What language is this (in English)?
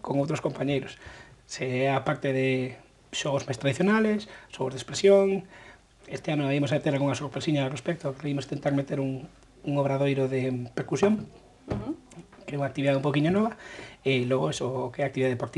Galician